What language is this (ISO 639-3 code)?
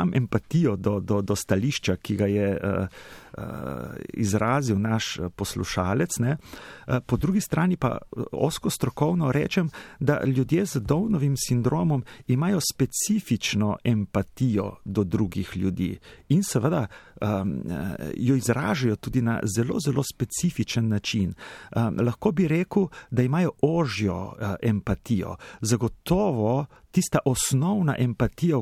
slv